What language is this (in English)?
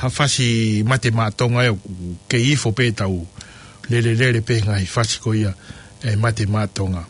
Tongan